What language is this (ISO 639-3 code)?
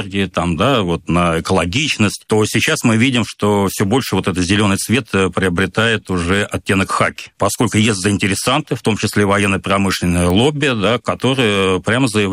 rus